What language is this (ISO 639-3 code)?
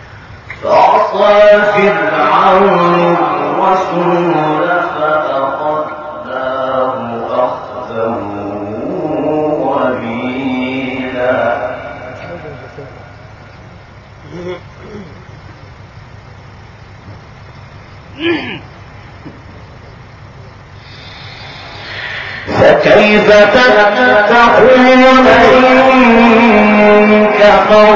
ara